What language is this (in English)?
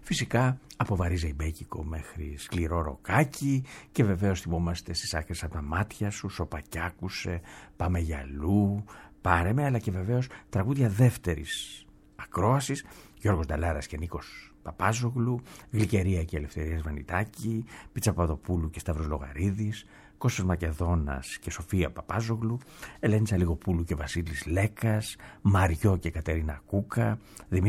Greek